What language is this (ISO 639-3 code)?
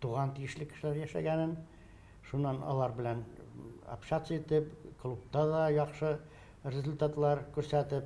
tat